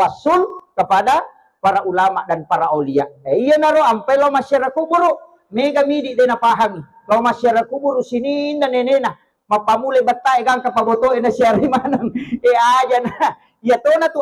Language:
Buginese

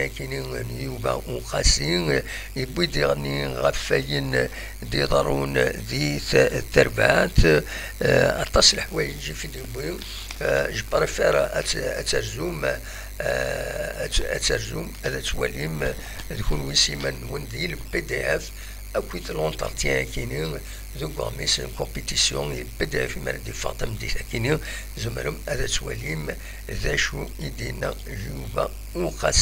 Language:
Kabyle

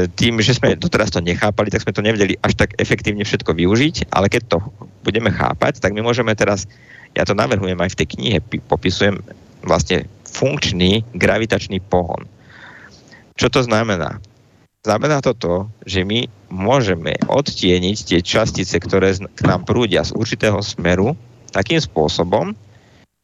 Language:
Slovak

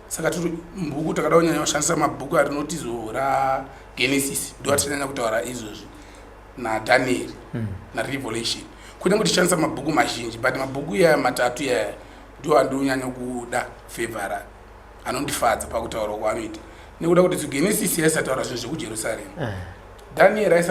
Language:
Shona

